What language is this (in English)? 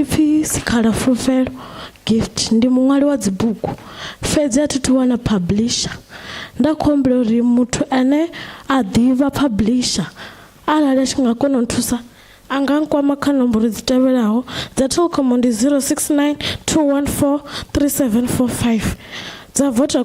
Venda